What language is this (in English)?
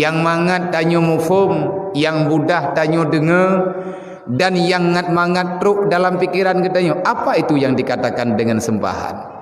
Achinese